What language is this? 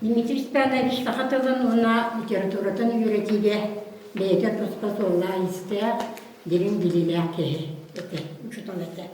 Yakut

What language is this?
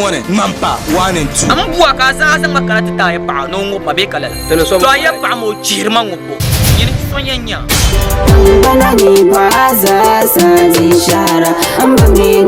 Dagbani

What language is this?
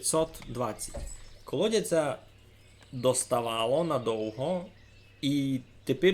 Rusyn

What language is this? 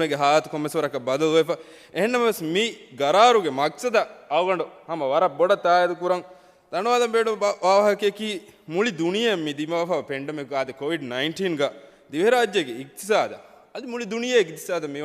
Divehi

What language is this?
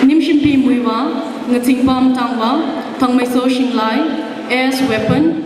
Tangkhul Naga (India)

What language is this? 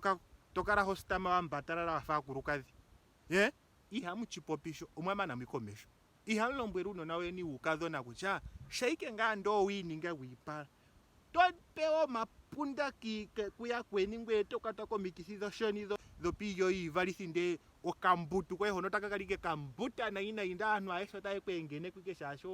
Ndonga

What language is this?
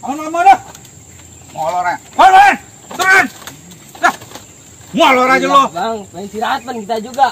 Betawi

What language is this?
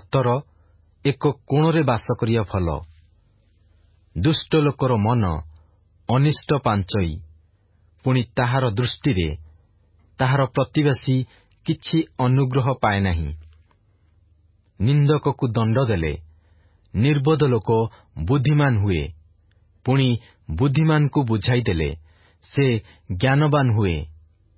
Odia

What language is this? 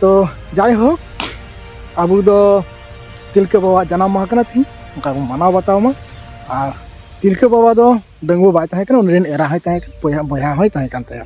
Santali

